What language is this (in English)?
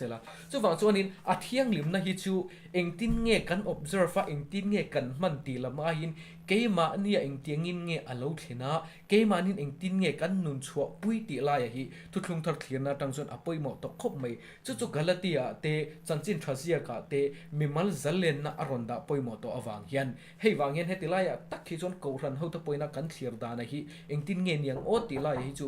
Mizo